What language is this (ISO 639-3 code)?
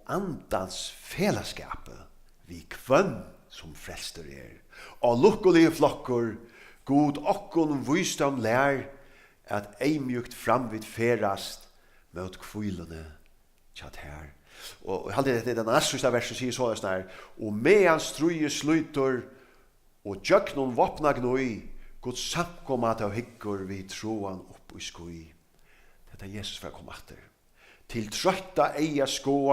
fao